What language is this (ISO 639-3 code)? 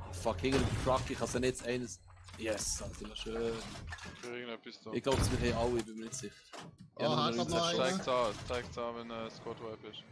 gsw